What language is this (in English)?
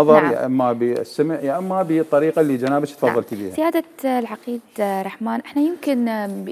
Mesopotamian Arabic